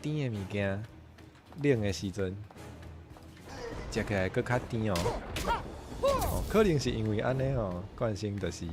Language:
Min Nan Chinese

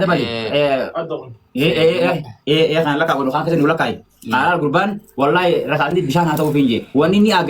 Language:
Oromo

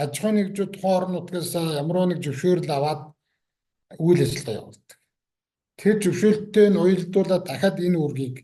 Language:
Mongolian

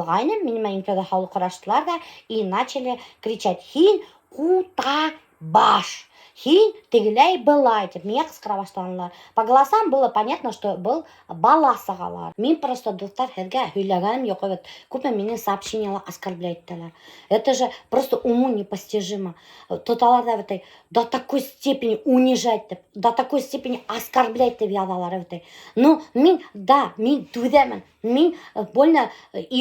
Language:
Bashkir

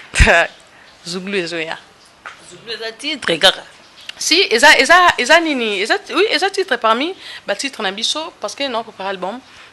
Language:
Lingala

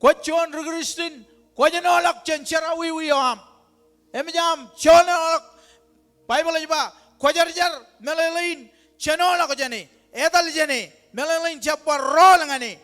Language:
Marshallese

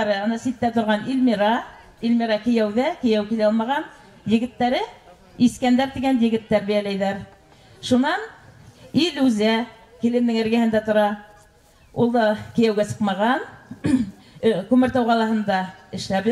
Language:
Bashkir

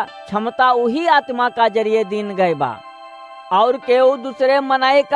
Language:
Awadhi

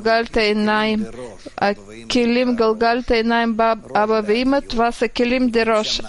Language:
Bulgarian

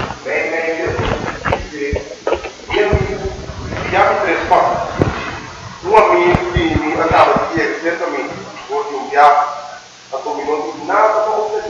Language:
Papiamento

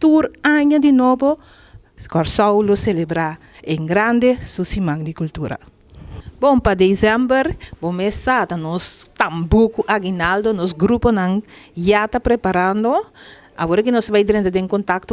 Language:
Papiamento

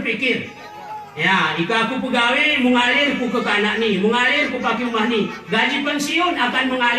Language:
Gayo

